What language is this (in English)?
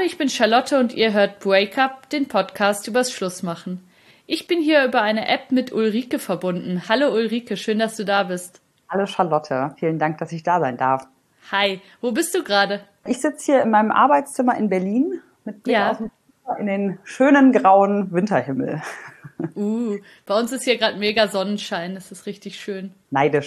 German